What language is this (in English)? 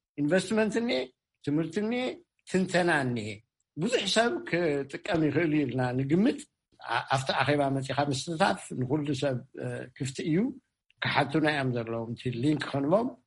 Tigrinya